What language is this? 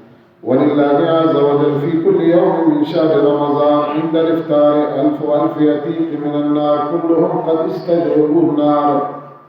Baluchi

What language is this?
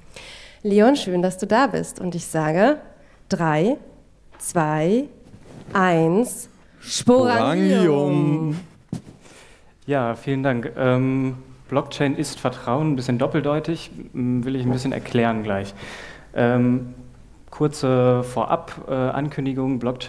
German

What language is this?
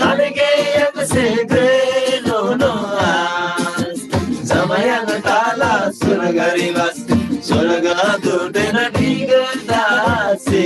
Eastern Tamang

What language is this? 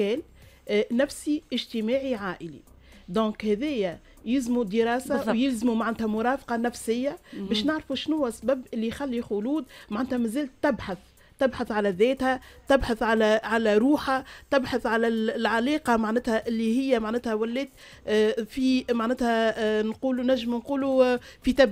Tunisian Arabic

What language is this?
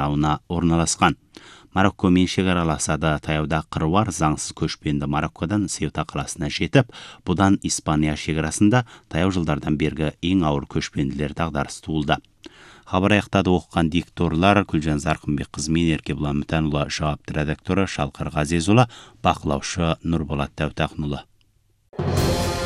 Kazakh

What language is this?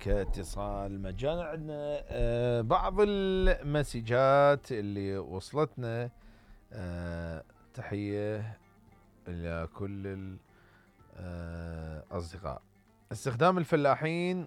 Mesopotamian Arabic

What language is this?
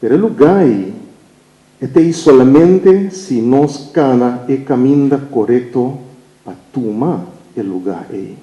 Papiamento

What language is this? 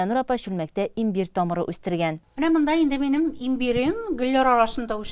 Tatar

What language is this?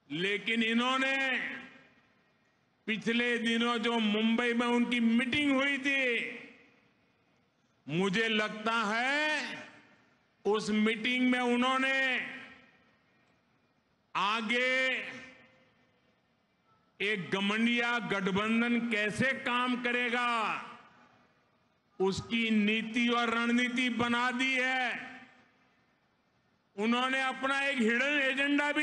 Hindi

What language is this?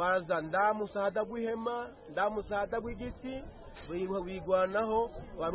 Kinyarwanda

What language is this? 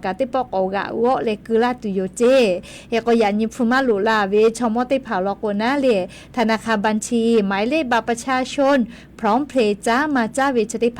Lahu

